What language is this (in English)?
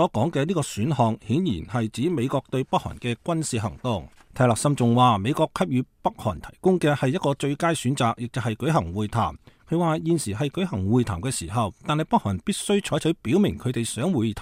Cantonese